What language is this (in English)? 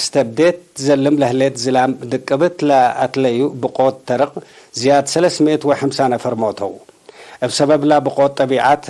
Tigre